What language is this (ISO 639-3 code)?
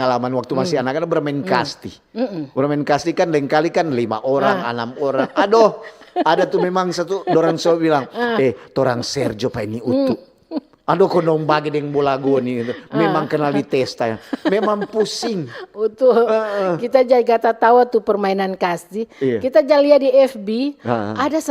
xmm